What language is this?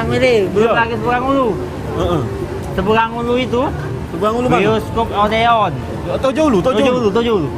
Musi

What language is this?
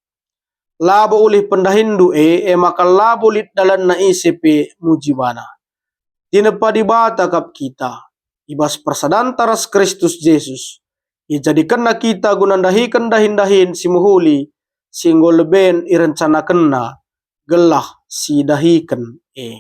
Batak Karo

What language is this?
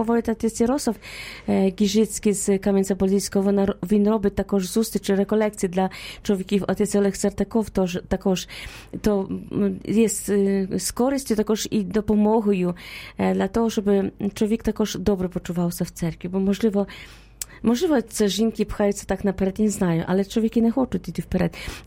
Ukrainian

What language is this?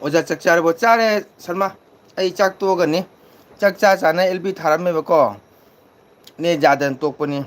Manipuri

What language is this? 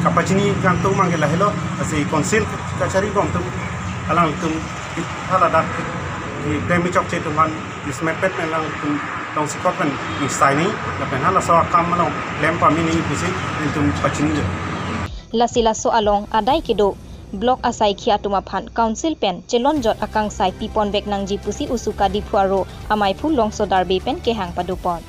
Karbi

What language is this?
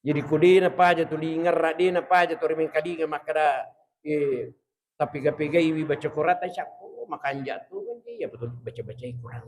Buginese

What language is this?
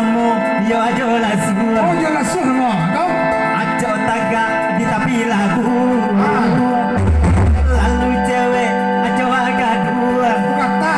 Minangkabau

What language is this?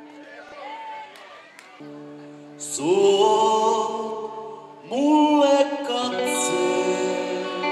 Finnish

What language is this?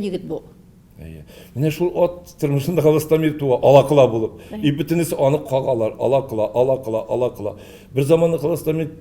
Tatar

